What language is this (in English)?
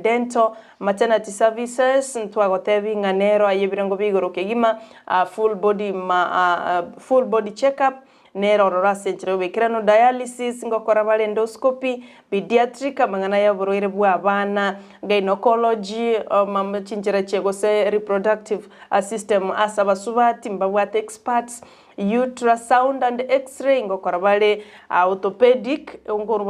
Gusii